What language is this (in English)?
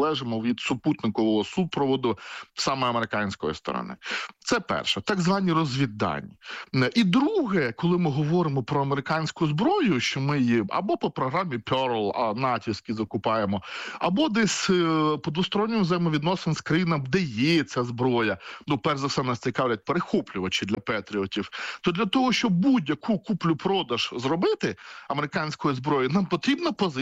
Ukrainian